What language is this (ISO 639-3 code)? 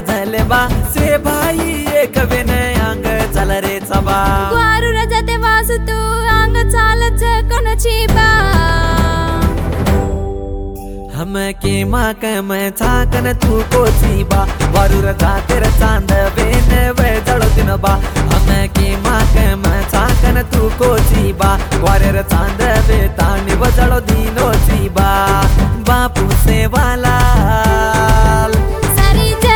lmn